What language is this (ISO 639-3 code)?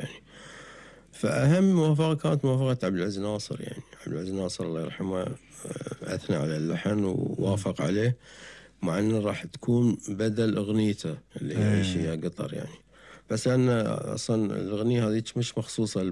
afb